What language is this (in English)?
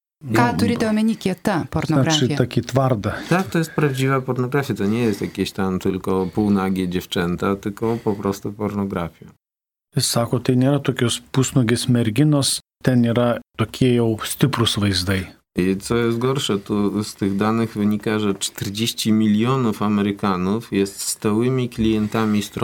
Lithuanian